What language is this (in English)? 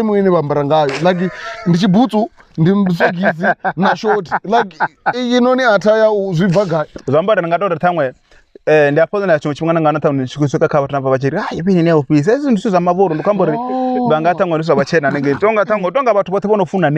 Venda